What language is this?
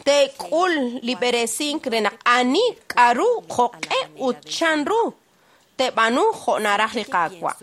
Kekchí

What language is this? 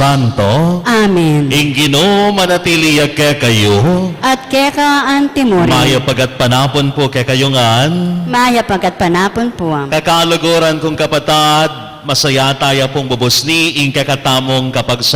Pampanga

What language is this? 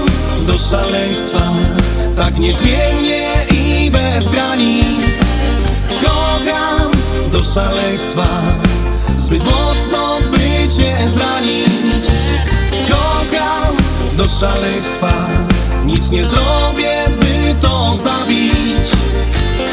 Polish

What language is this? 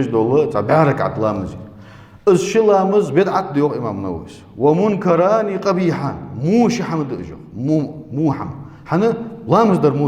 Ingush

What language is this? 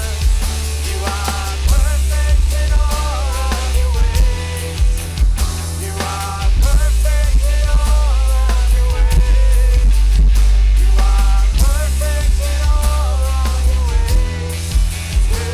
Plautdietsch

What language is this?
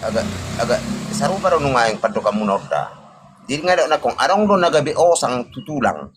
Batak Toba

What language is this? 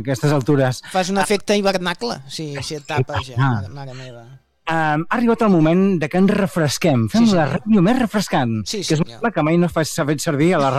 Catalan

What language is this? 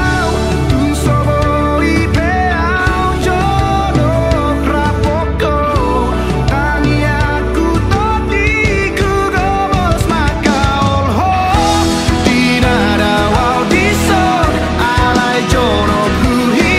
Batak Toba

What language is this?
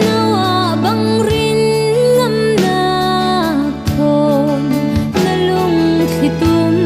Falam Chin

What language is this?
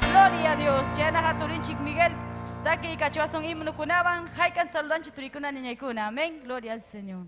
Ayacucho Quechua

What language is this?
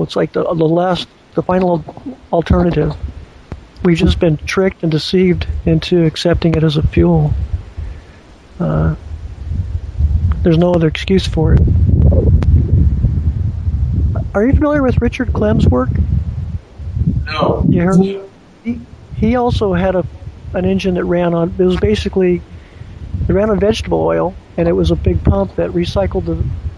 English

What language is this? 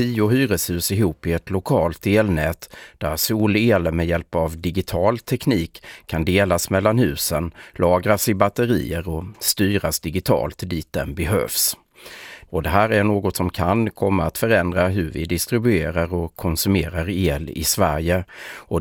Swedish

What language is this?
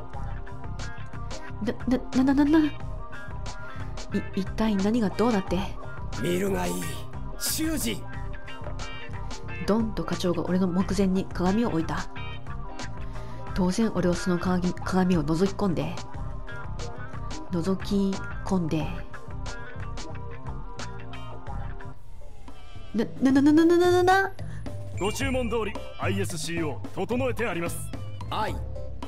Japanese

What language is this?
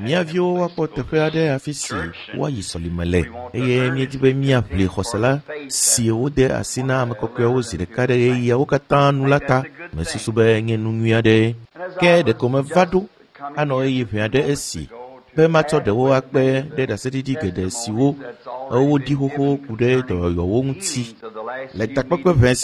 Ewe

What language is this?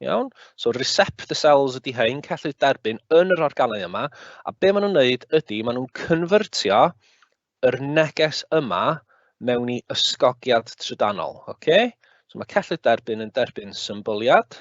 Welsh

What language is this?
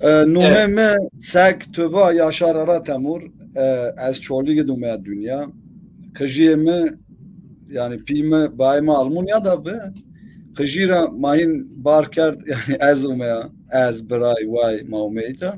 Zaza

